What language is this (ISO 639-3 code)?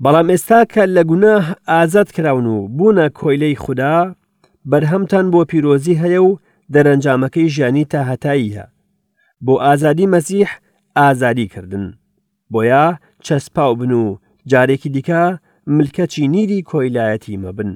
ckb